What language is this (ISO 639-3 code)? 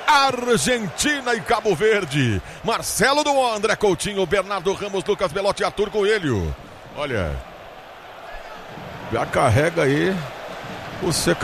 por